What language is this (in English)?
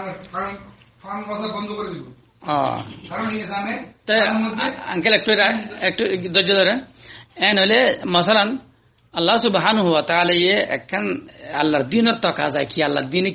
Rohingya